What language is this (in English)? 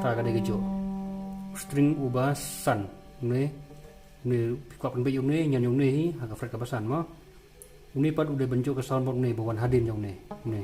Khasi